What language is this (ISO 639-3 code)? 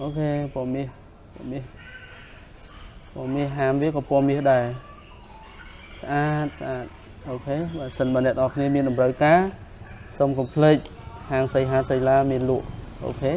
khm